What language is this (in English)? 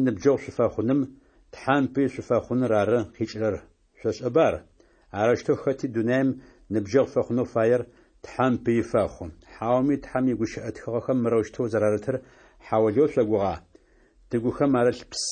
Adyghe